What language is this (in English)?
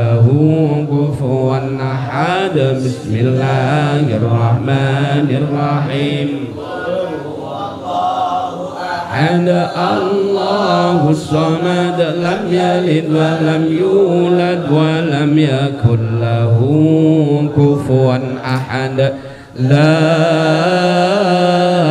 Arabic